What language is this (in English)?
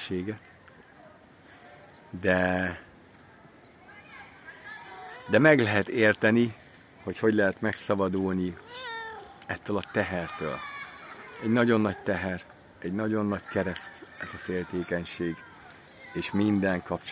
Hungarian